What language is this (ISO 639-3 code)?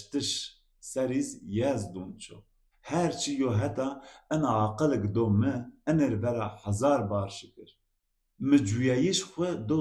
zza